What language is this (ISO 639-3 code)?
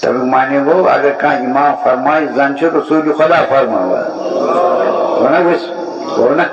kas